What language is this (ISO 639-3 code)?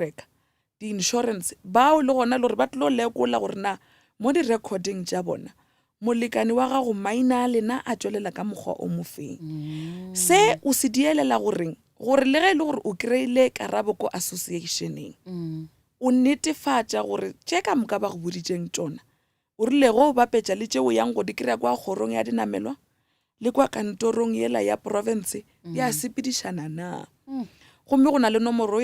nso